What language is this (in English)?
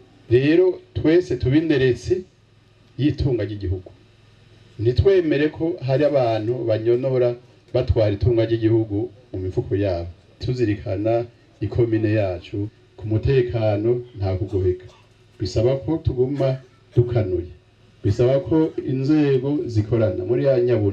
Rundi